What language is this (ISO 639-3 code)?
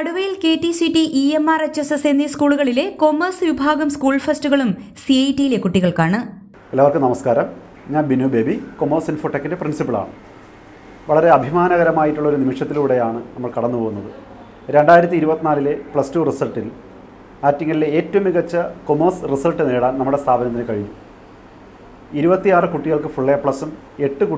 mal